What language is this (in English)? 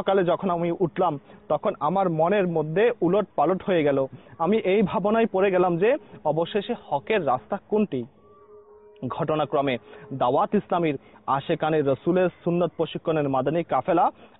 Bangla